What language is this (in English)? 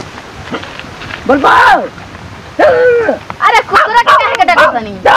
Bhojpuri